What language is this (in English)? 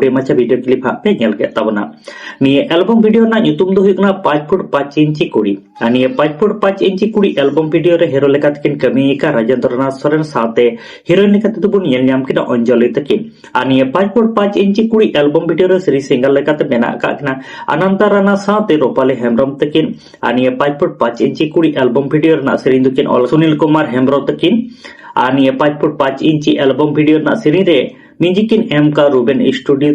Santali